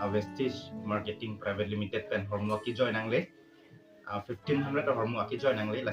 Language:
Karbi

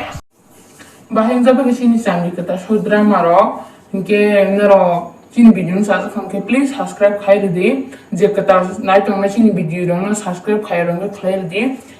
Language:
Kok Borok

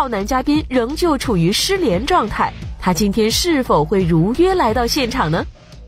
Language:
Chinese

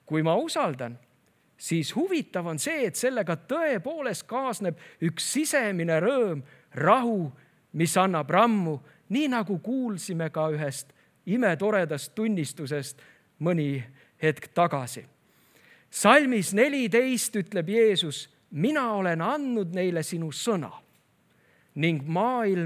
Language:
Estonian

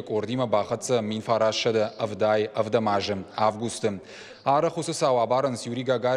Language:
Ossetic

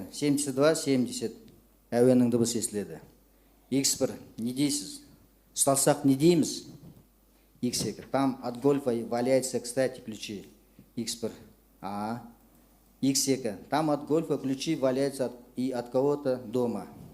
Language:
Kazakh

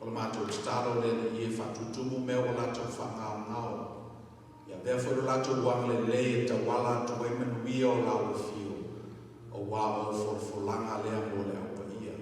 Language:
Samoan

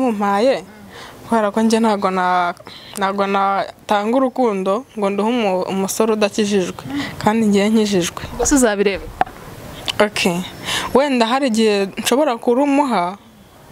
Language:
Kinyarwanda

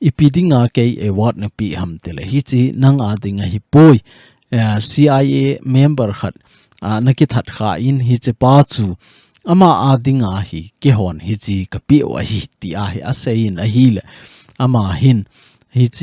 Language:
Thado Chin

